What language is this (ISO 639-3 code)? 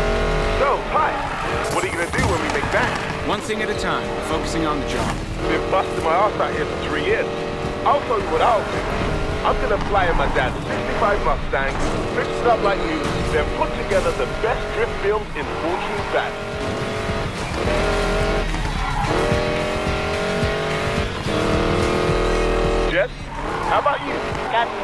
eng